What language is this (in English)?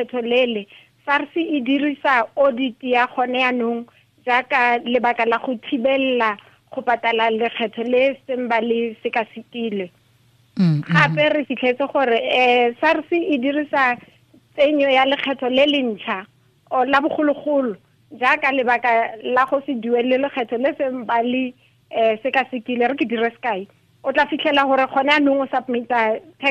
Tswana